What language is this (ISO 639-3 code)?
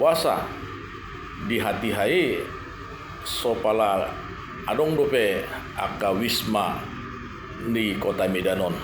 bbc